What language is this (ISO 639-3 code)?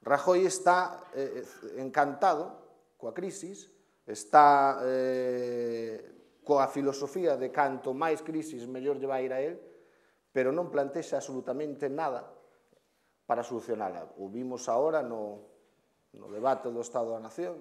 glg